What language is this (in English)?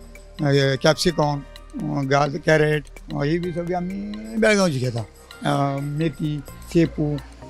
Konkani